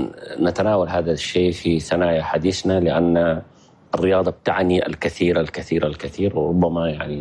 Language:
Chadian Arabic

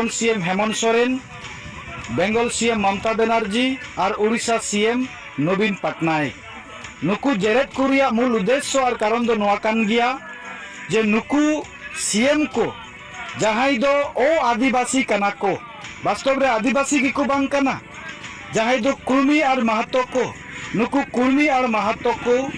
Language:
Santali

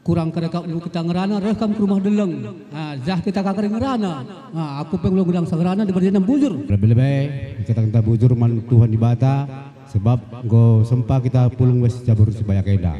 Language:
Batak Karo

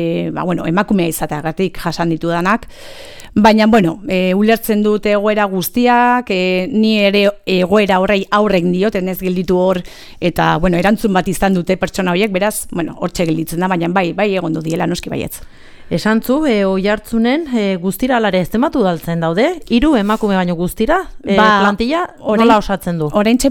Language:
Basque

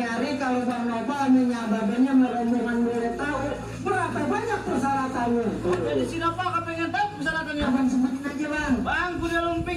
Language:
Betawi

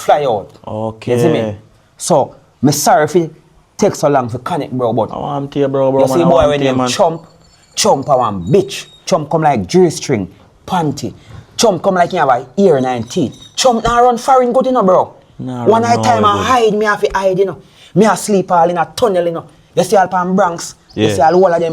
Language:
Jamaican Creole English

